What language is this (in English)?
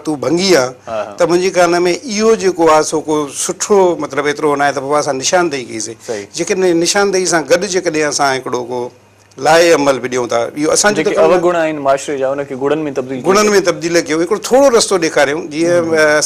Sindhi